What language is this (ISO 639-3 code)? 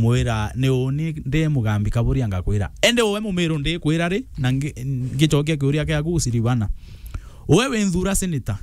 mer